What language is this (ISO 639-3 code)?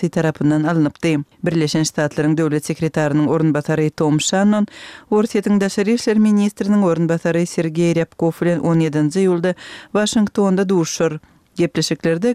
tuk